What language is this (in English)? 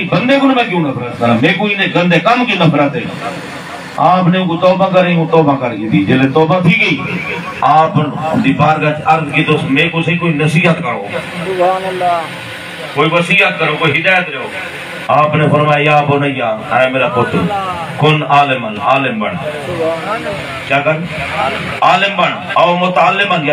Saraiki